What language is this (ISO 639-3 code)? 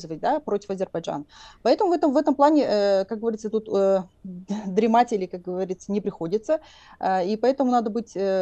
rus